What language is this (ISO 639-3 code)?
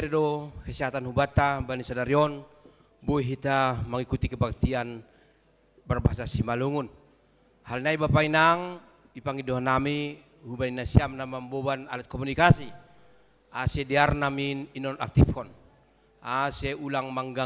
bts